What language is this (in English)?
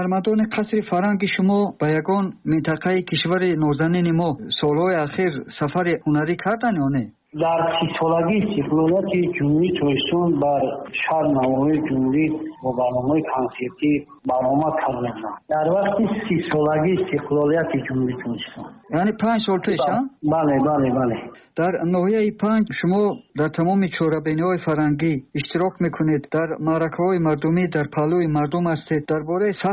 Tajik